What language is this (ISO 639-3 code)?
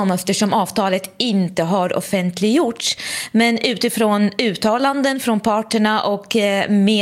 swe